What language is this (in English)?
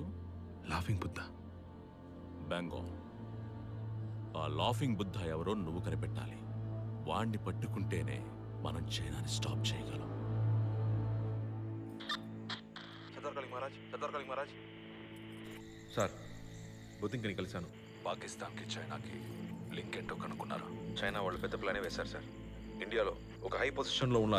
Telugu